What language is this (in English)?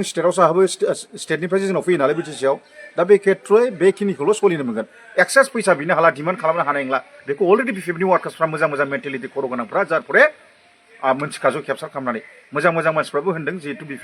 Bodo